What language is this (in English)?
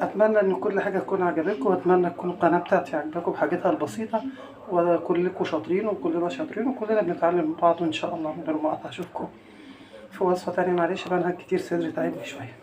Egyptian Arabic